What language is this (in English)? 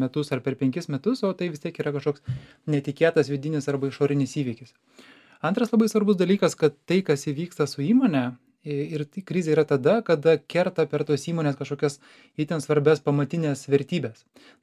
Lithuanian